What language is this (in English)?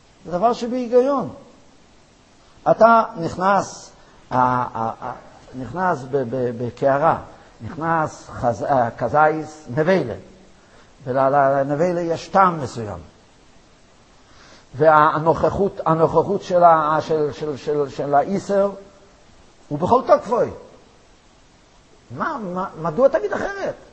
Hebrew